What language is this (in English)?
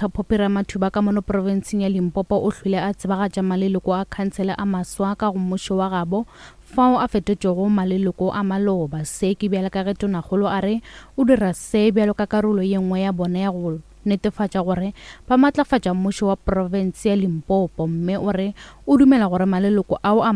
Northern Sotho